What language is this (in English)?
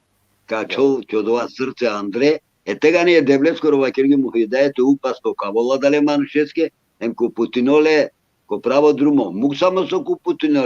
Balkan Romani